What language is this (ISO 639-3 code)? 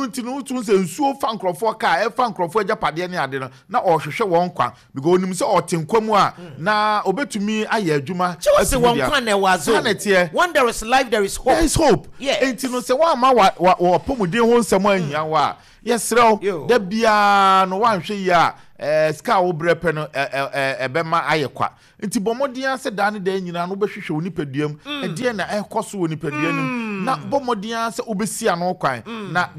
aka